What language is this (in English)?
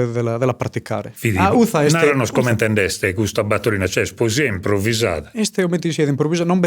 Sardinian